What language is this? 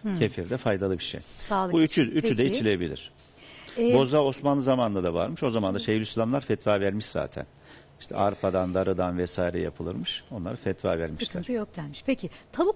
Turkish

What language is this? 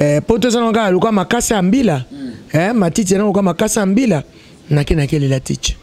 Lingala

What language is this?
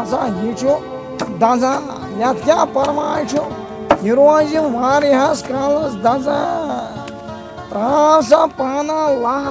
Kashmiri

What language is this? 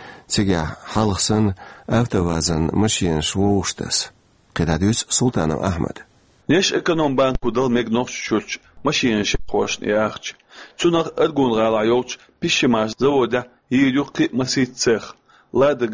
Chechen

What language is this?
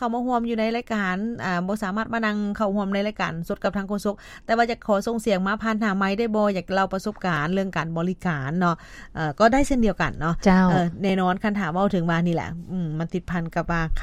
Lao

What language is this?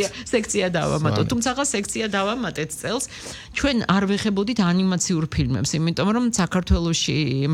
Georgian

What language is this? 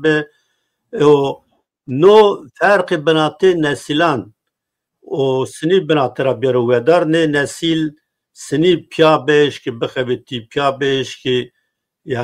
Zaza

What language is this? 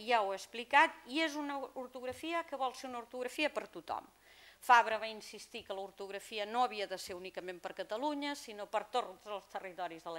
Catalan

